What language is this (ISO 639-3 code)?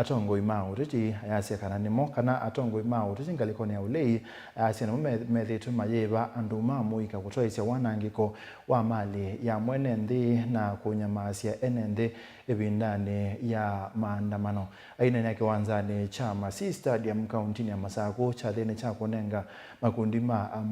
kam